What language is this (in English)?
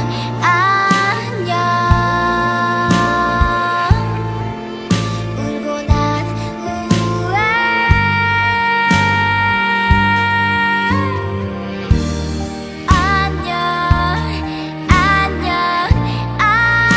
Korean